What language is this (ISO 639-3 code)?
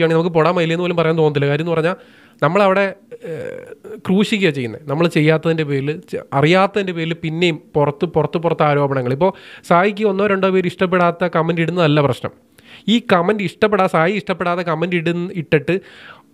mal